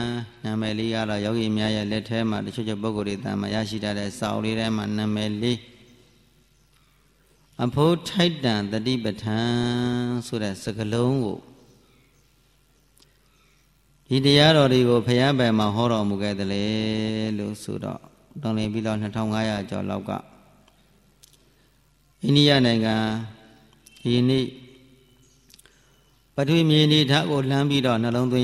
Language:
Burmese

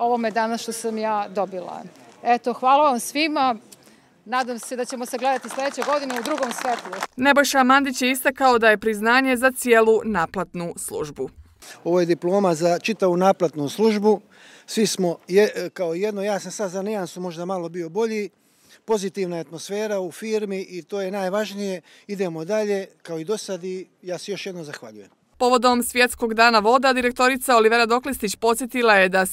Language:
Croatian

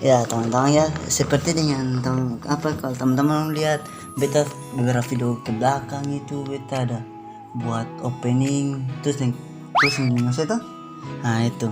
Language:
Ambonese Malay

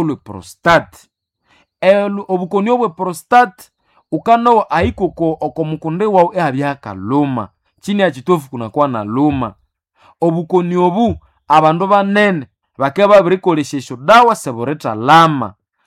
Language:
Nande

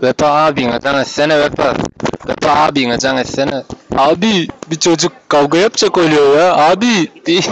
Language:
Turkmen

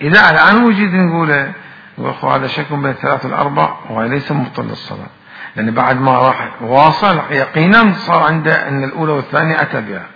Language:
Mesopotamian Arabic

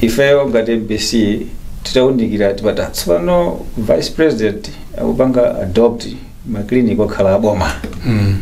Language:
Nyanja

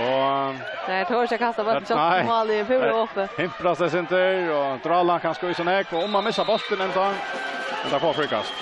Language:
Faroese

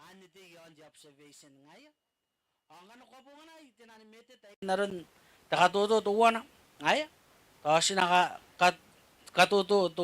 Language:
Gilbertese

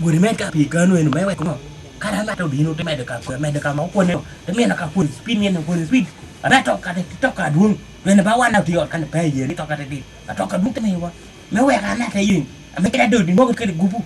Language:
Lango (Uganda)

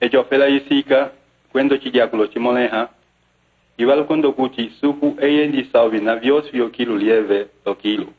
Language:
Umbundu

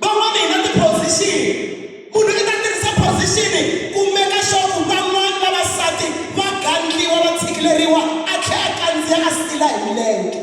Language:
Tsonga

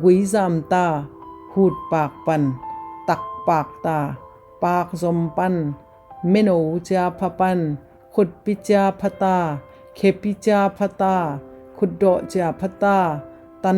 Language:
Tedim Chin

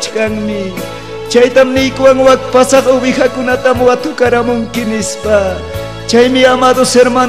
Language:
Ayacucho Quechua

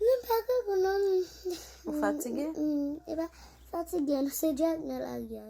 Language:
Haitian Creole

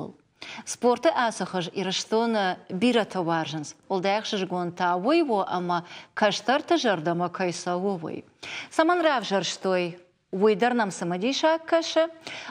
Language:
Ossetic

